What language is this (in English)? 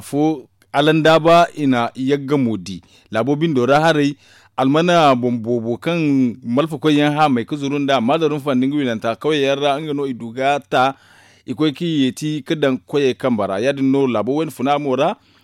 Zarma